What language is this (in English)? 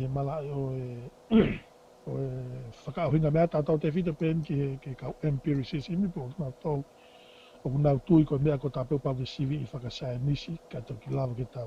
Tongan